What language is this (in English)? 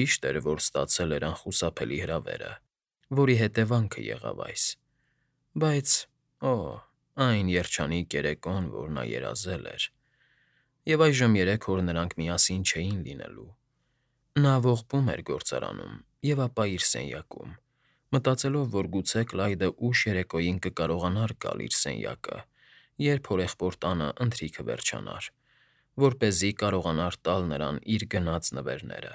Armenian